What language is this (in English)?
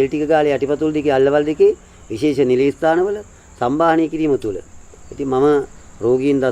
Sinhala